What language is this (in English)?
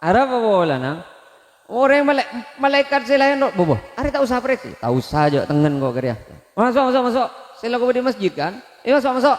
Madurese